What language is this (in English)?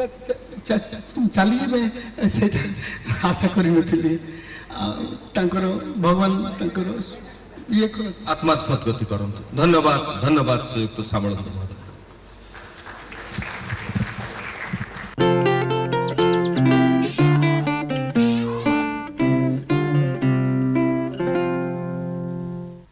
Odia